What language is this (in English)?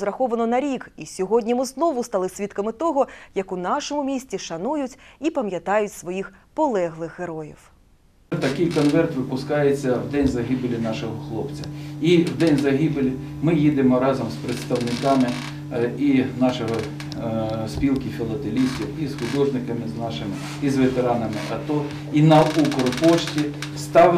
Ukrainian